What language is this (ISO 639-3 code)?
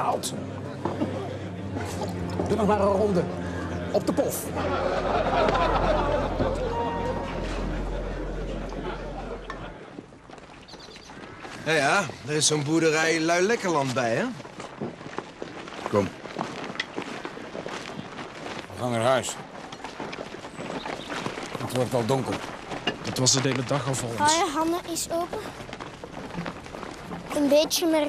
nld